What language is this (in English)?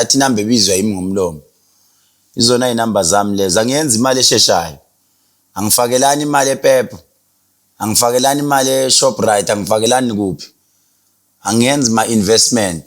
Zulu